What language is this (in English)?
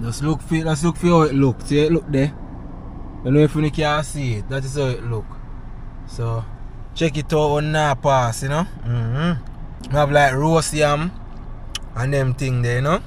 Jamaican Creole English